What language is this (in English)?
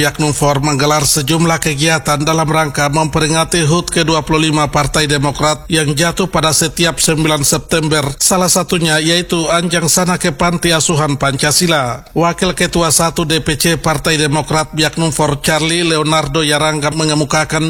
Indonesian